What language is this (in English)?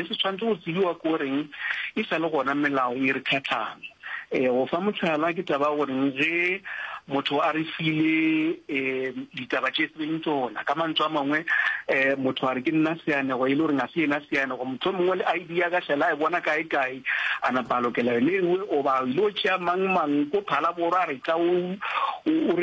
Northern Sotho